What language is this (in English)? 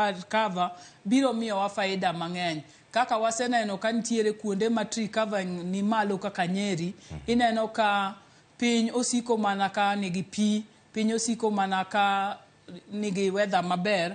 Luo (Kenya and Tanzania)